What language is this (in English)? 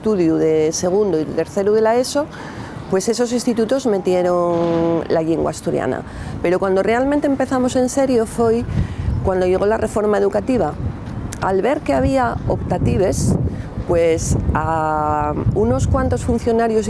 Asturian